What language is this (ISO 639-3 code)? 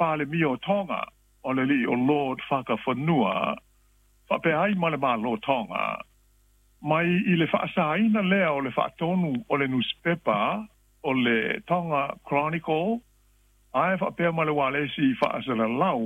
smo